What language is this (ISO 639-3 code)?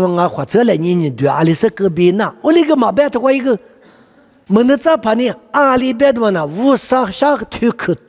lis